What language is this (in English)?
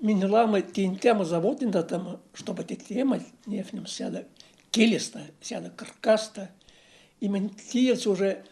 Erzya